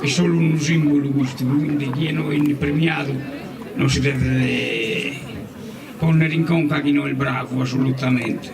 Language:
Sardinian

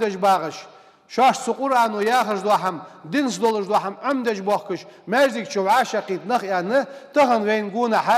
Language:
Ingush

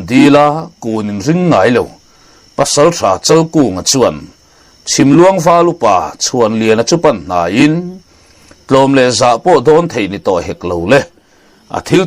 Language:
Mizo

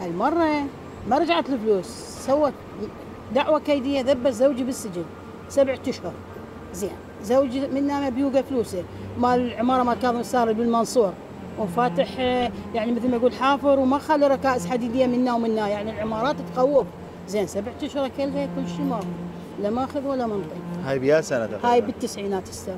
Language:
Mesopotamian Arabic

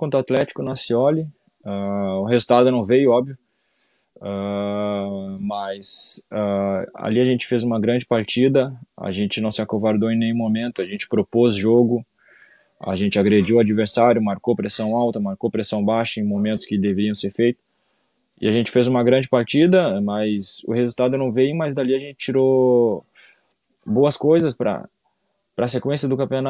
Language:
Portuguese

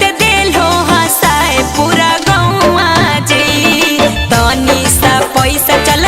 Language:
Magahi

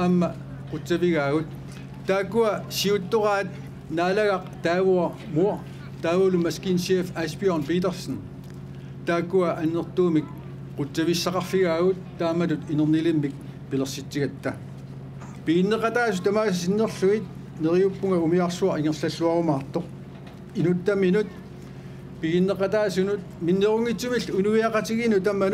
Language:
Kalaallisut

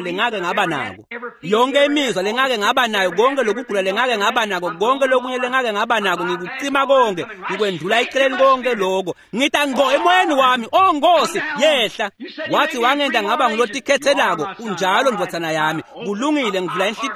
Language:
Swati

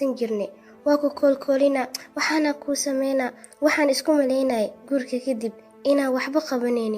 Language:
Somali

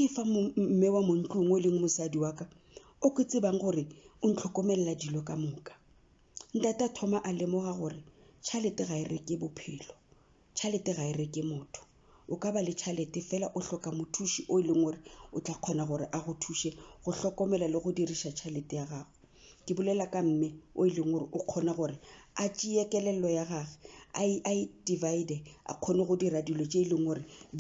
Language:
Northern Sotho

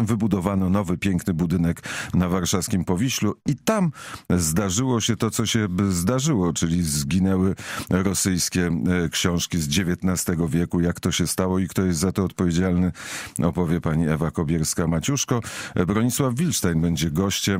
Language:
Polish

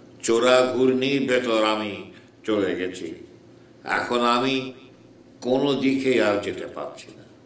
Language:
Bangla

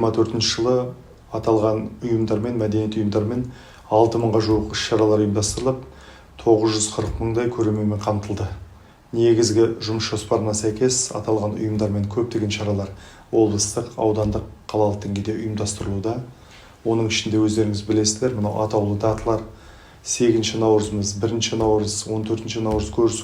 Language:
Kazakh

